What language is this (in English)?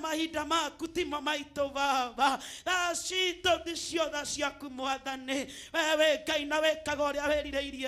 Kikuyu